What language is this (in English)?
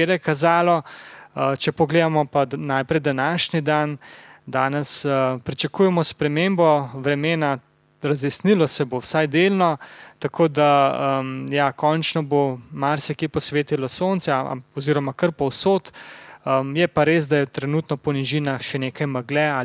Slovenian